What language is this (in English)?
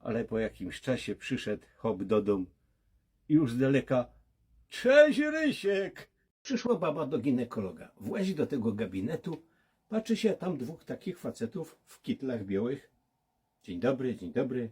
Silesian